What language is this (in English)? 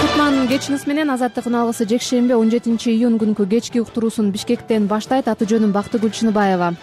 Kyrgyz